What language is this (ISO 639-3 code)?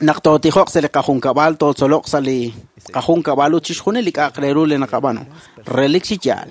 kek